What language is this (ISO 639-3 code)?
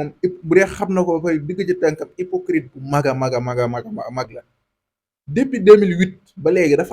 wol